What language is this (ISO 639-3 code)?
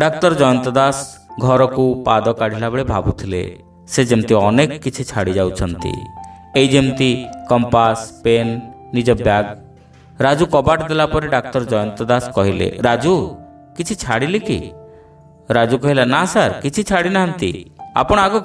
ori